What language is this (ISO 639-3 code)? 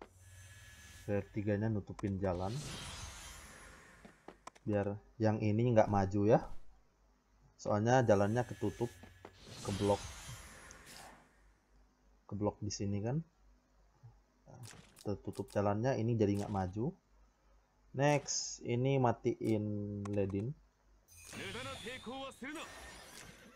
ind